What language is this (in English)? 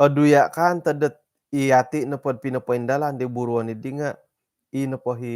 Central Dusun